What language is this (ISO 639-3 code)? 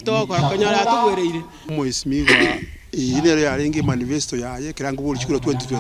guz